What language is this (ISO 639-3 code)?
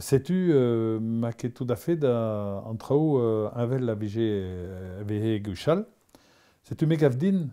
bre